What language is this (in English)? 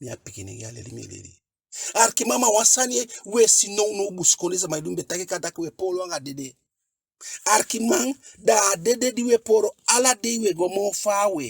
Eastern Maroon Creole